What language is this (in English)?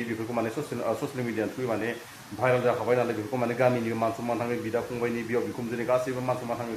Bodo